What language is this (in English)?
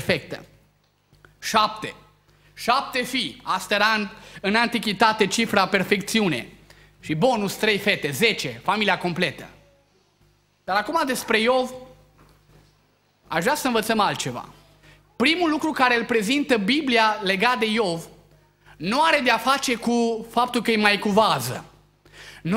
Romanian